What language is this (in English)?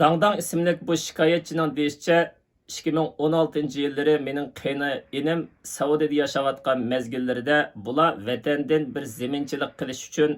Uyghur